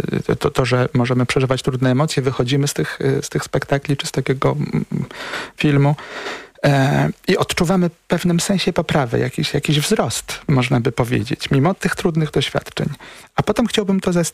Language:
Polish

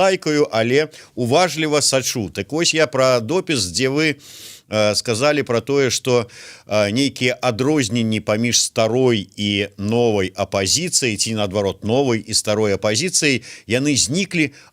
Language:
Belarusian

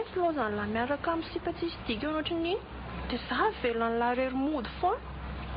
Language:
Malagasy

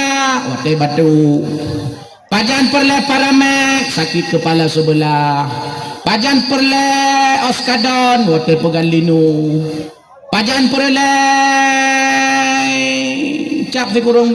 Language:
Achinese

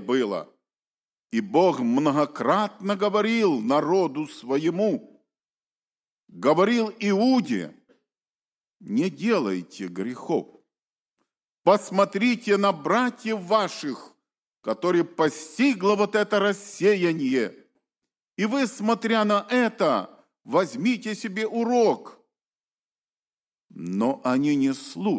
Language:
Russian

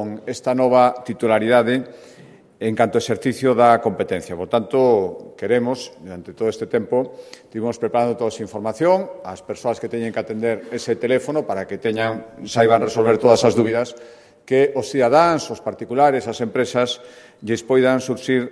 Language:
Galician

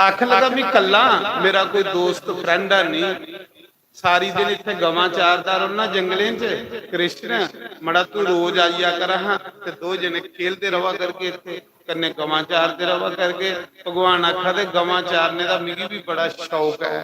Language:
Dogri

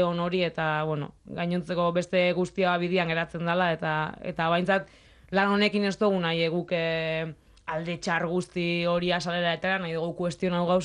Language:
Basque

